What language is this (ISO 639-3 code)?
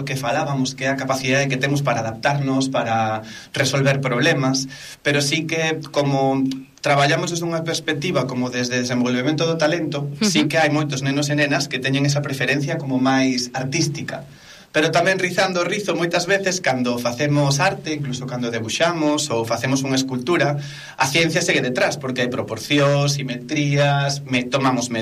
glg